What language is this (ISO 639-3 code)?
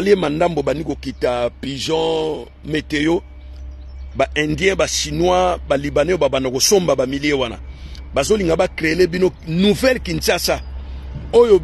lin